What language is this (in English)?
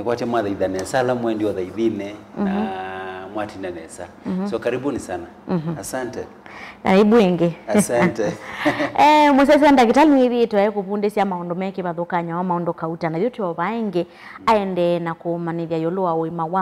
Kamba